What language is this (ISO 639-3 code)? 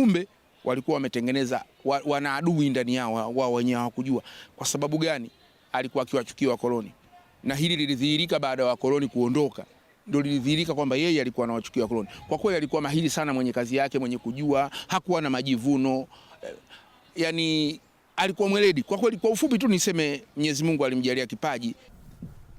swa